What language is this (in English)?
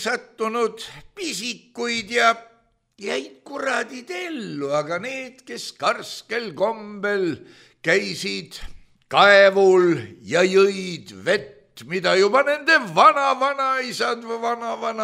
Estonian